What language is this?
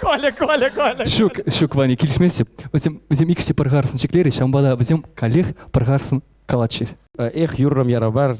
Chuvash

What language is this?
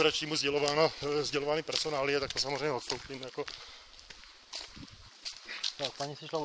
Czech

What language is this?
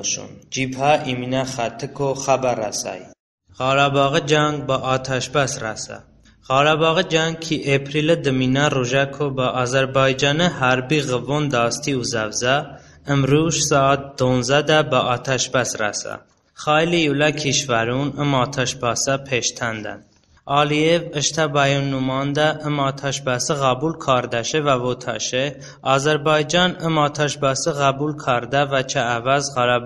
Talysh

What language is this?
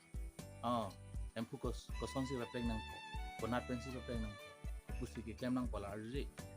Karbi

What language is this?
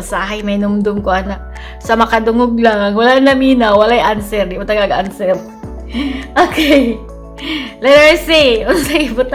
Cebuano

